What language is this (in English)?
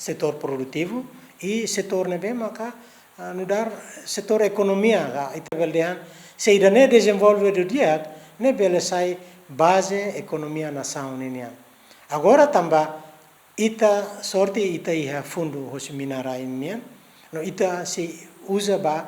Tetum